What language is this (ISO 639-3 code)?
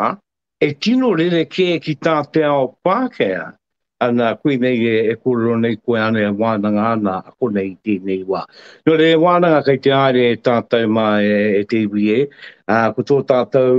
mri